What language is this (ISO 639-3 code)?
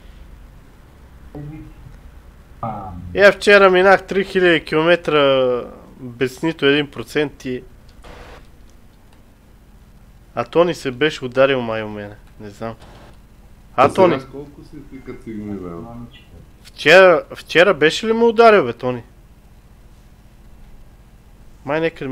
bul